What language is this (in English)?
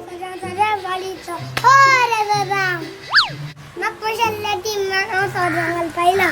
Konkani